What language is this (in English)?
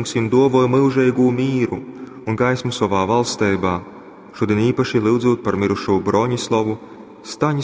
Latgalian